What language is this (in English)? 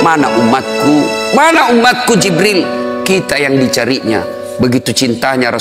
Indonesian